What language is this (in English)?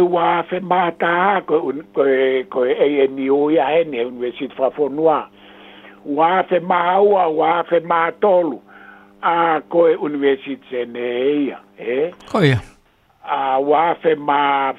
Tongan